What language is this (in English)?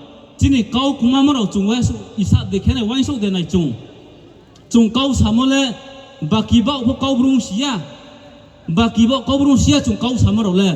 Riang (India)